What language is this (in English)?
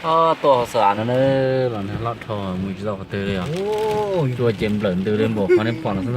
Hmong